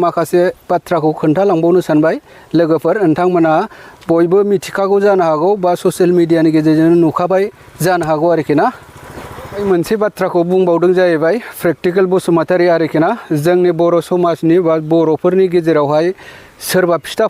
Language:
Bodo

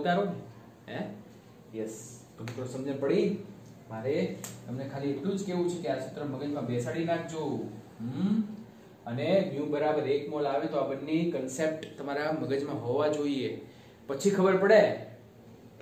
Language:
Gujarati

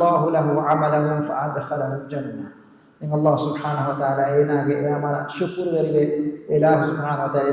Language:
Divehi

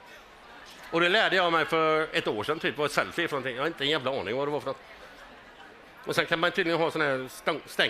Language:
Swedish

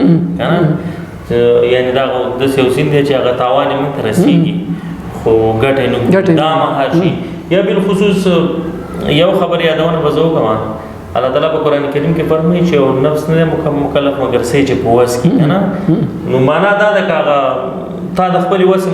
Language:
Pashto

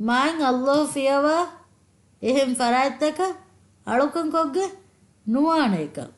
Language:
Divehi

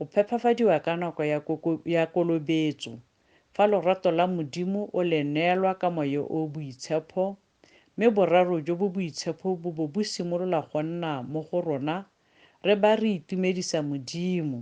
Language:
Tswana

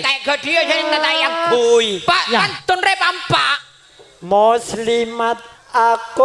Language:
Madurese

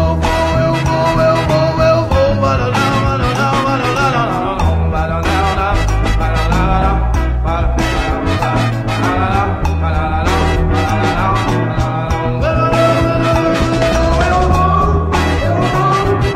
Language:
Portuguese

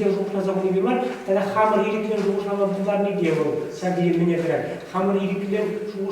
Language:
Chuvash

